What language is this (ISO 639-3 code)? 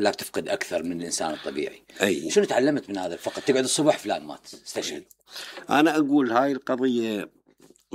acm